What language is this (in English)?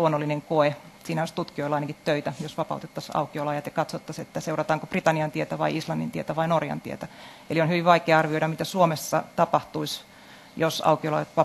Finnish